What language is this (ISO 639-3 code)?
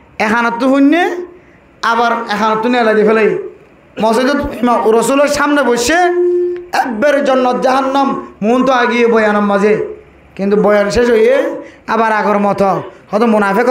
rhg